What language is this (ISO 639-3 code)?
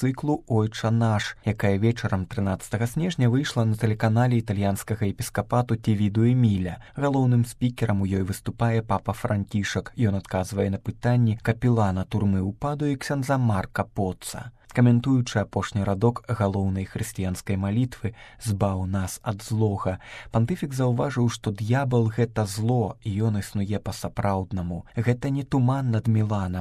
bel